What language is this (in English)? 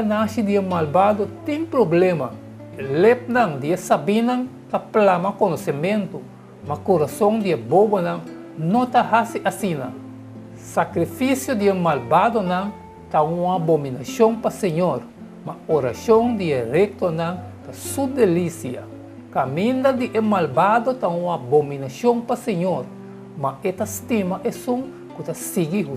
Papiamento